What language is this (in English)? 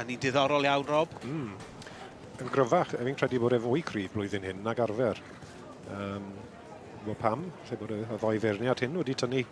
Welsh